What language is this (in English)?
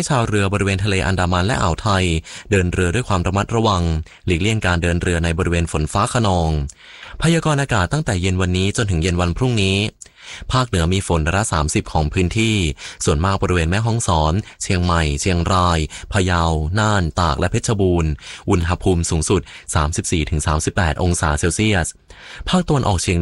Thai